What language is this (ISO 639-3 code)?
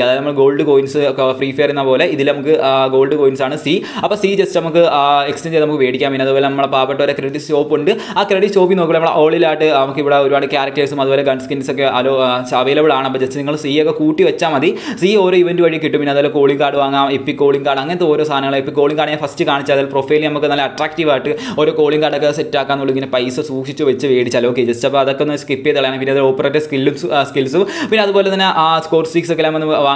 mal